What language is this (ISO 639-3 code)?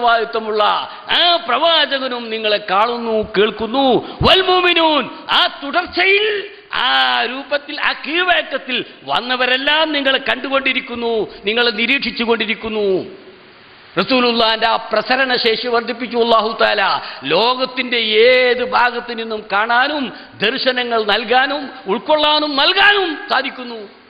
mal